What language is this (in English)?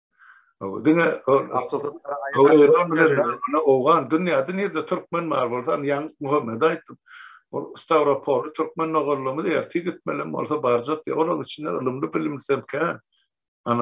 Turkmen